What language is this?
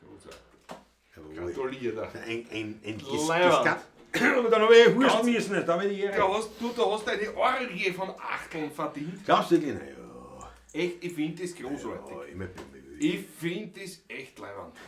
Bavarian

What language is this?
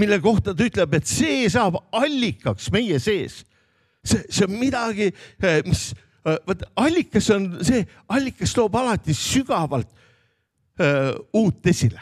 Estonian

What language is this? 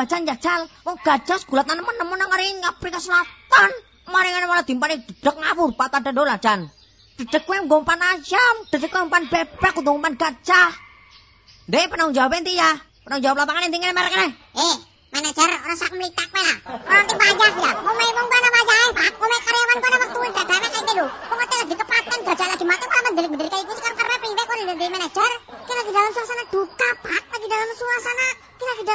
Javanese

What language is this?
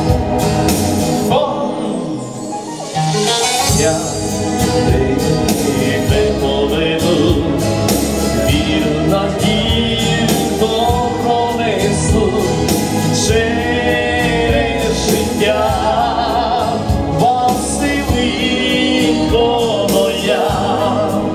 Ukrainian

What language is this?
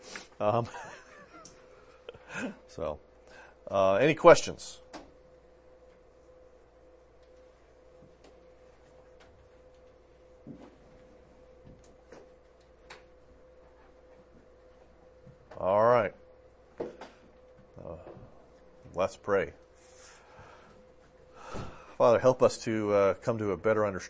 English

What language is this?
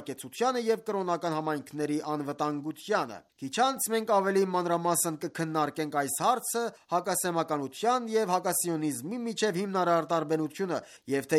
Armenian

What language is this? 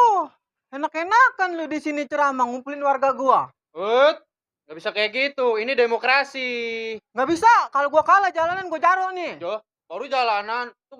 Betawi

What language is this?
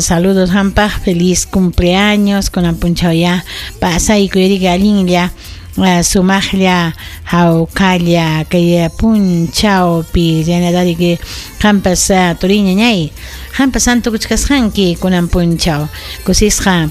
Ayacucho Quechua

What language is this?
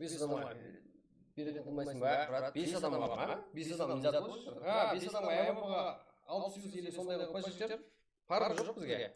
Kara-Kalpak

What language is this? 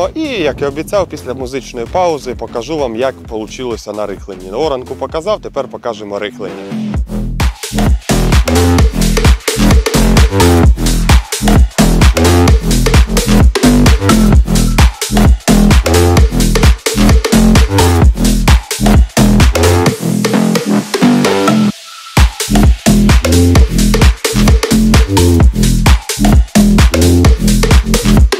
Ukrainian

